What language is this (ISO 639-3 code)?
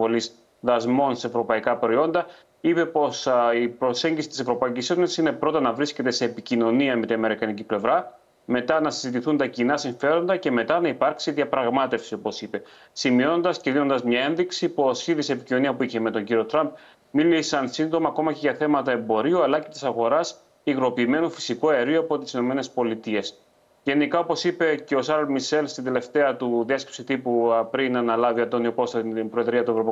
ell